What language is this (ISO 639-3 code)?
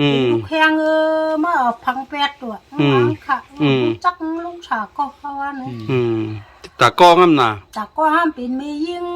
shn